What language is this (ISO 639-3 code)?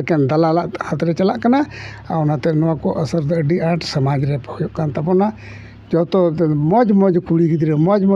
sat